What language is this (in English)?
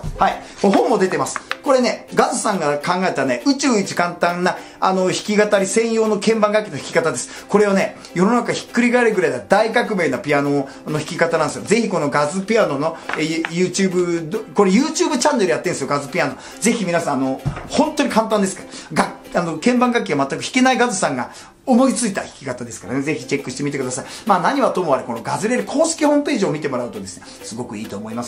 Japanese